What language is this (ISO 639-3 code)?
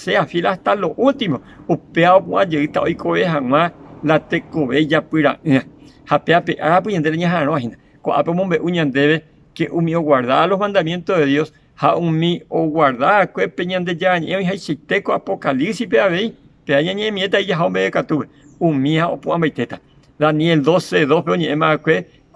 grn